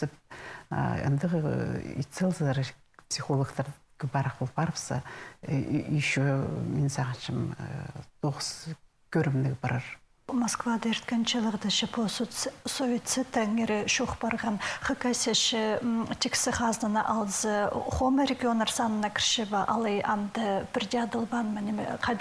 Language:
Khakas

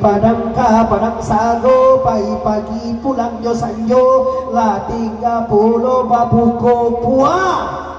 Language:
Minangkabau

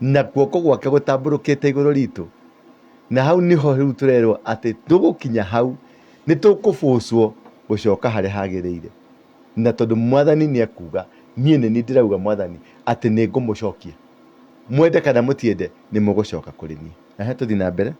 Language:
Kikuyu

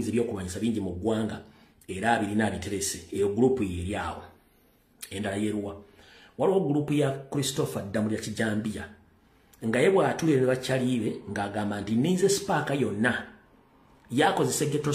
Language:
Ganda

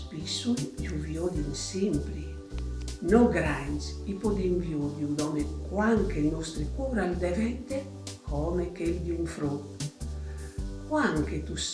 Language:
Friulian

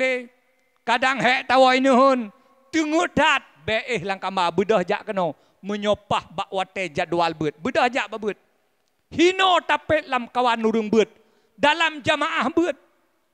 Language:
Achinese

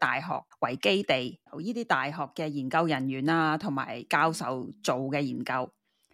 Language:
Cantonese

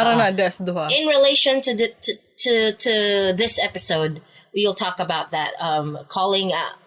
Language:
Cebuano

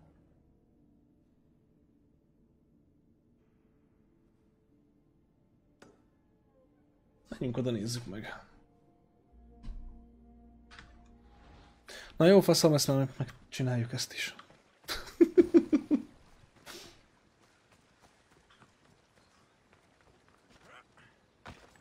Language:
Hungarian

